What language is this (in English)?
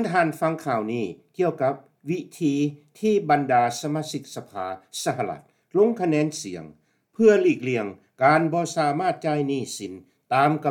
Lao